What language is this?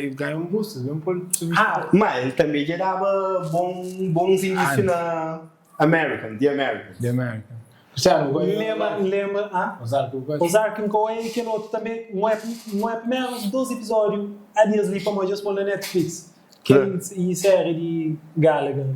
Kabuverdianu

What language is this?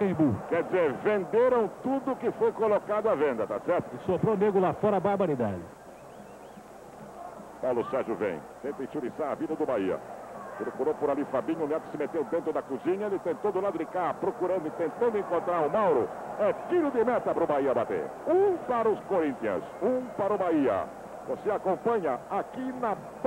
Portuguese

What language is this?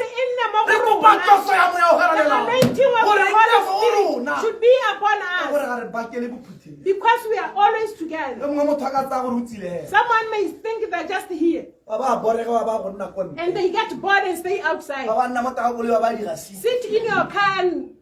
Tswana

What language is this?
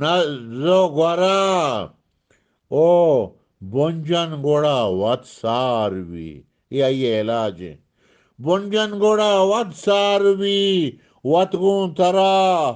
Eastern Balochi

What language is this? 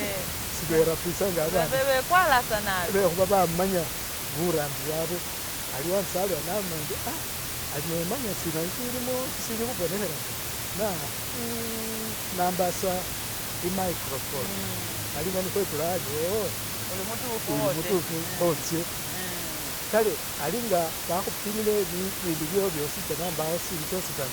Masaaba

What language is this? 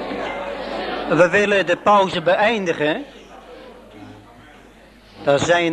Dutch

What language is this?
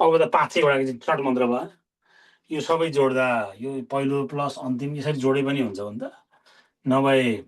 Nepali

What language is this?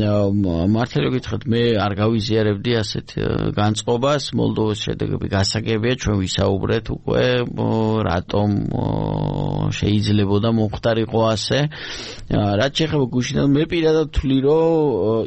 Georgian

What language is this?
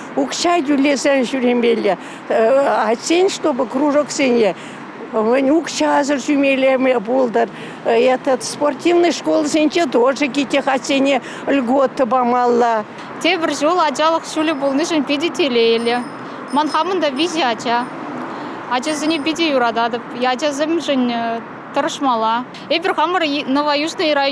Chuvash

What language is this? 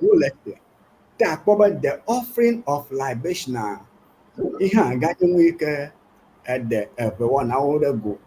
Ewe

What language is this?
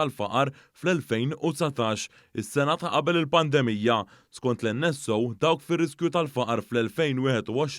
Maltese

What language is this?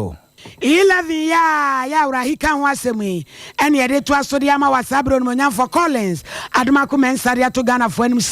Akan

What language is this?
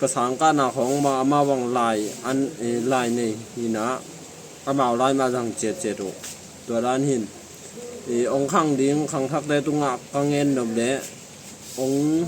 Tedim Chin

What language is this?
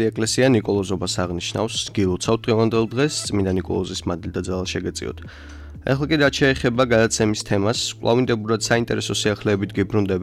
Georgian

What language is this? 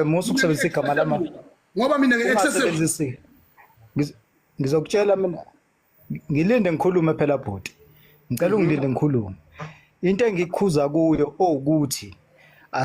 Zulu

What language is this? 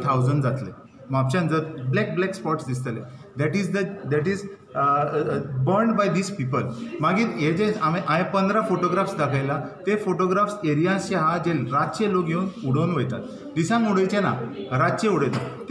Konkani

